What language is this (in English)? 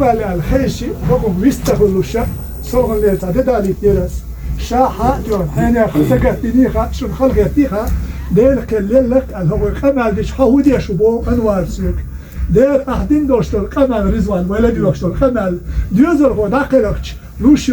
Ingush